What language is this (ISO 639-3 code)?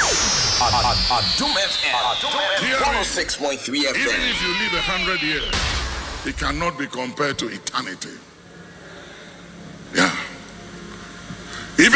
eng